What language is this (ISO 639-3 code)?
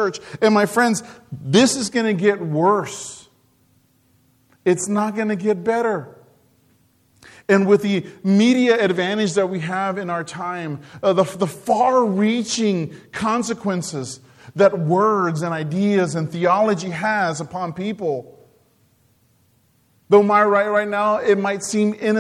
eng